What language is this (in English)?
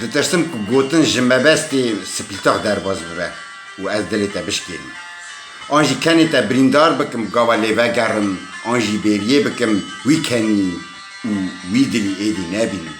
Kurdish